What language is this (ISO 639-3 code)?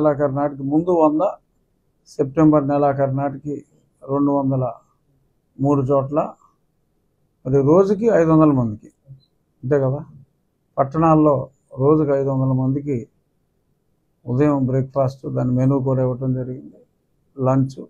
tel